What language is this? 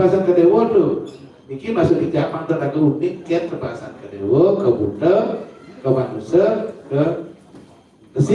Balinese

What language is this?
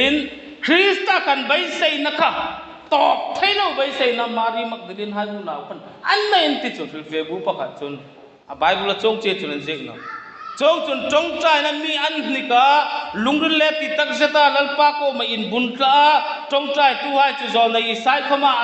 Hmar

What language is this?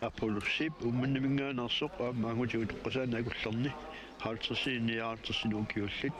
Kalaallisut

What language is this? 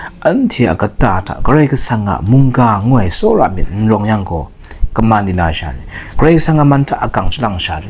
Kachin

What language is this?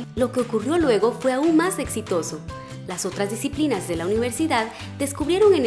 Spanish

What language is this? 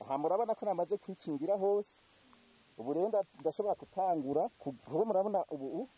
Rundi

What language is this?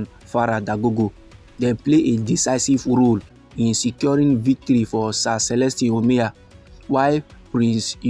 Nigerian Pidgin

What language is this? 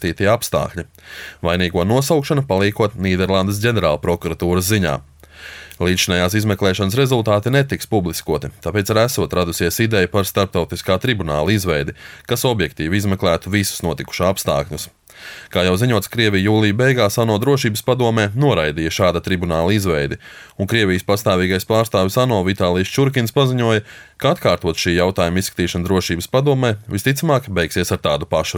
Latvian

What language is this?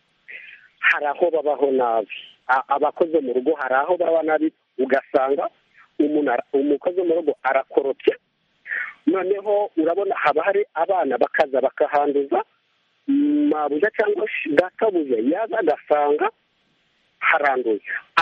Kinyarwanda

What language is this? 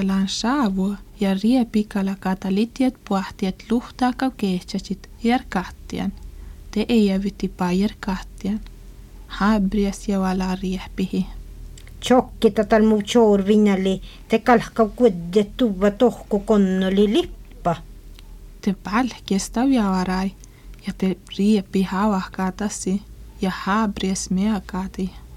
Finnish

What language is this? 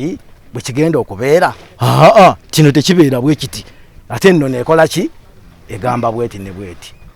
Ganda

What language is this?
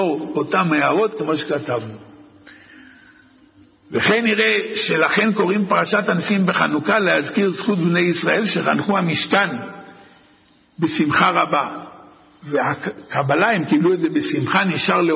Hebrew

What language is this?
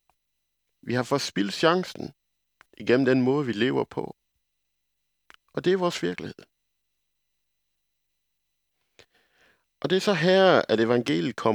Danish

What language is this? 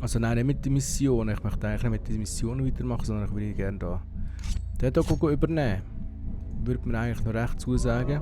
Swiss German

